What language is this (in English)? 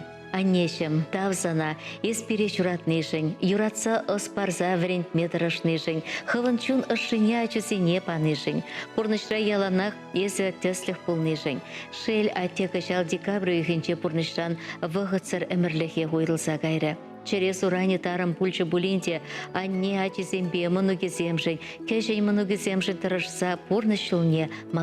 Chuvash